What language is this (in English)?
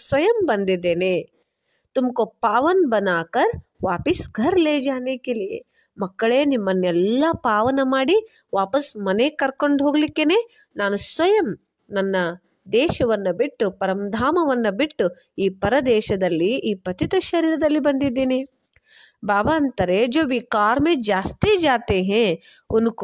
Kannada